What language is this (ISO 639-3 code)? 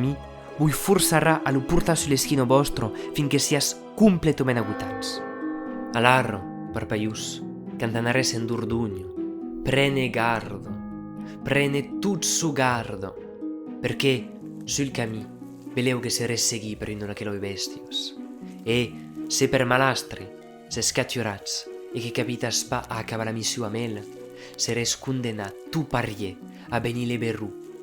oci